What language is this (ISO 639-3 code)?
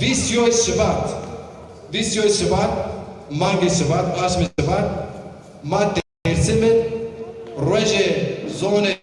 zza